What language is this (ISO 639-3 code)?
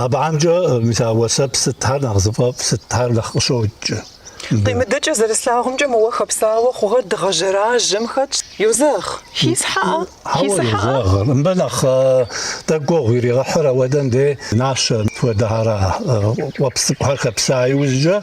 kbd